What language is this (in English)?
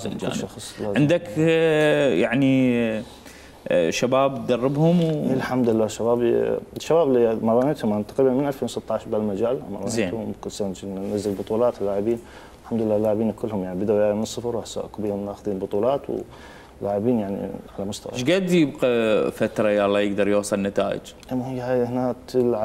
Mesopotamian Arabic